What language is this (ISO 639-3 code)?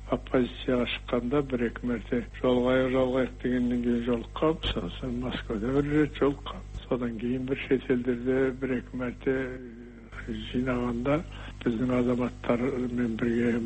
kaz